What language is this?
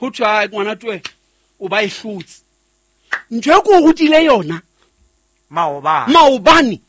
Southern Sotho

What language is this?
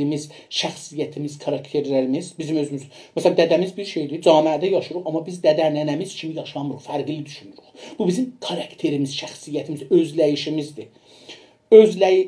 South Azerbaijani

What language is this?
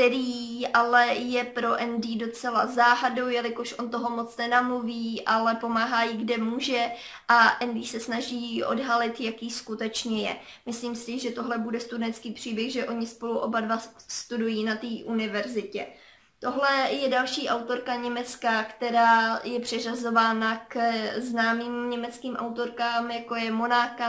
Czech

